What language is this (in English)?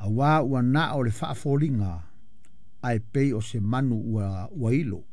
Samoan